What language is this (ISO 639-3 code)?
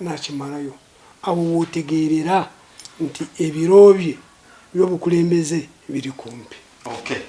lug